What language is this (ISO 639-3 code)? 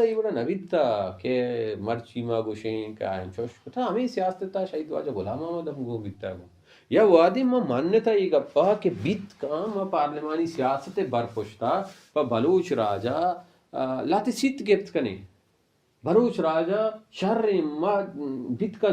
bal